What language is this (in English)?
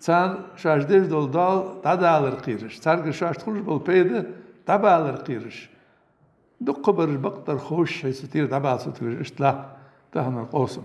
Ingush